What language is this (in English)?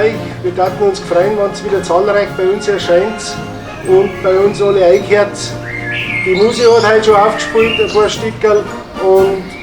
Bavarian